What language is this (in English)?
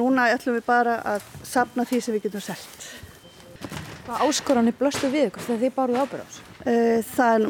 Icelandic